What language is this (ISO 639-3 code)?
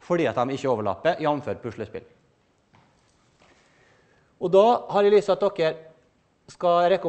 nor